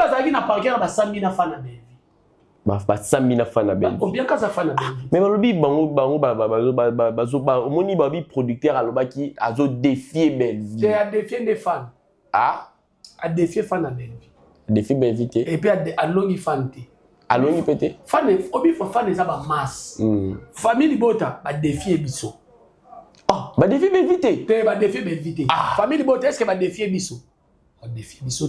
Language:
Lingala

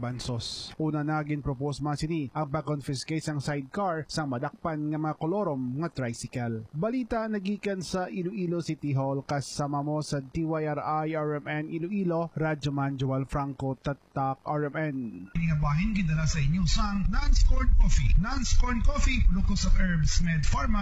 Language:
Hiligaynon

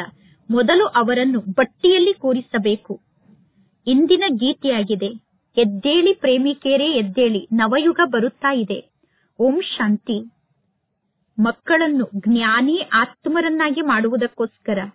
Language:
Kannada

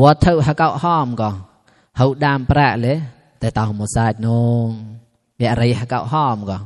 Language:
Mon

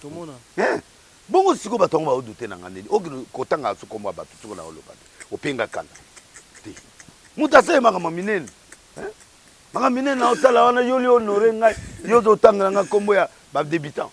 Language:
Lingala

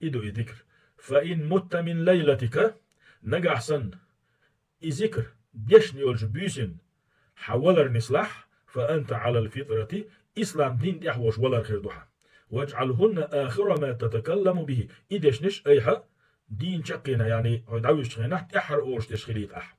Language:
Chechen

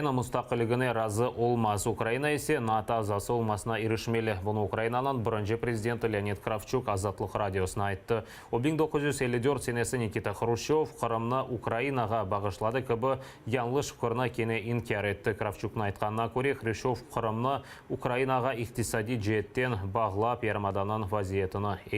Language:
Crimean Tatar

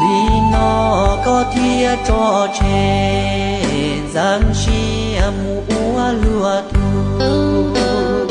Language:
Hmong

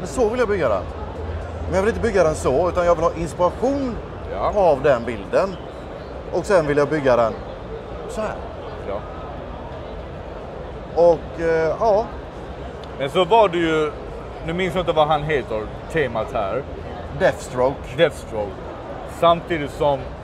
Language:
Swedish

